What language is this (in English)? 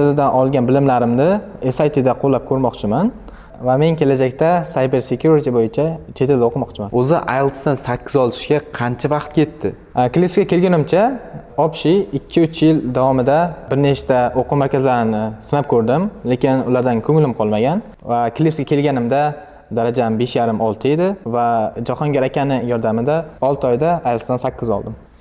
Uzbek